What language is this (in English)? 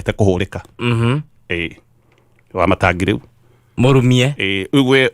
Kikuyu